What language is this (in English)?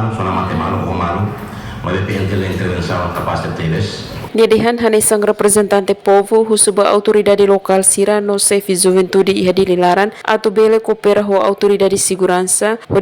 Tetum